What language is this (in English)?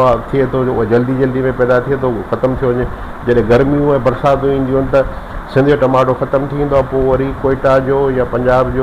Sindhi